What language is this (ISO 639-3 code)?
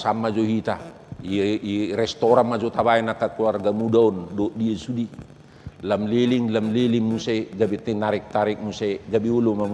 bbc